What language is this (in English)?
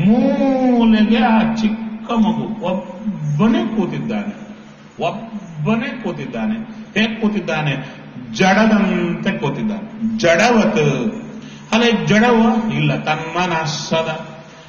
Kannada